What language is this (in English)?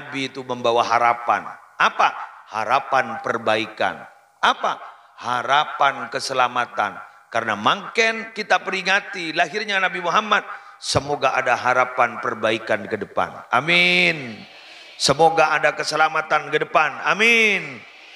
Madurese